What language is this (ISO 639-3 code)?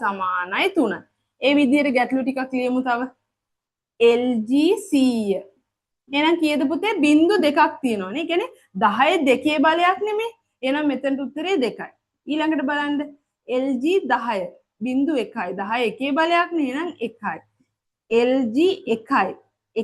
sin